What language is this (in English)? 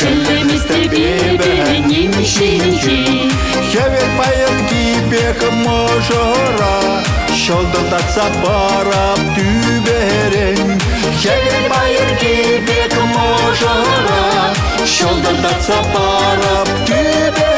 Chuvash